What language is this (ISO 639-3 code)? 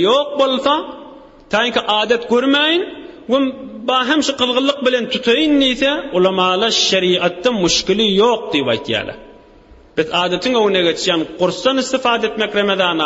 tuk